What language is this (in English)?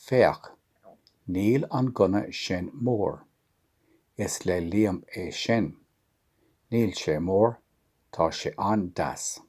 Irish